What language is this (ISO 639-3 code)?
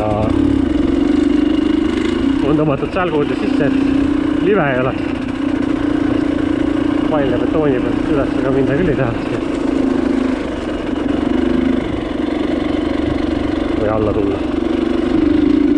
est